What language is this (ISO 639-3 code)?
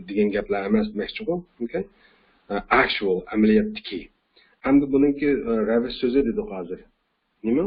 uig